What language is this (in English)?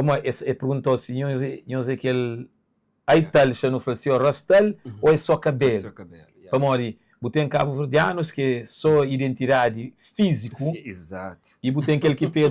Kabuverdianu